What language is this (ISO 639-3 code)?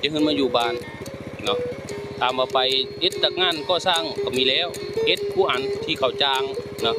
tts